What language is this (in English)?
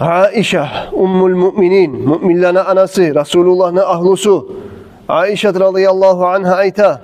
Kumyk